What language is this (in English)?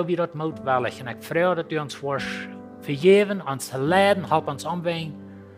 Plautdietsch